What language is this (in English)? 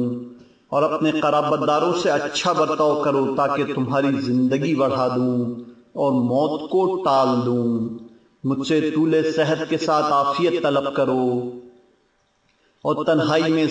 Urdu